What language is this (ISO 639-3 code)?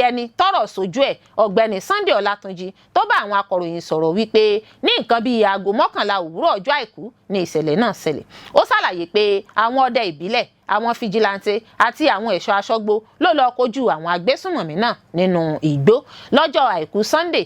yor